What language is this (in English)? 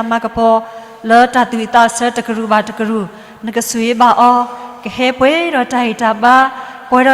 S'gaw Karen